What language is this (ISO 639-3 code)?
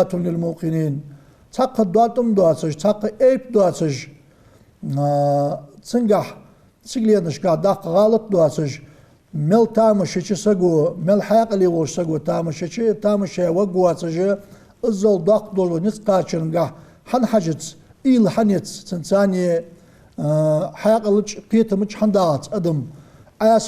inh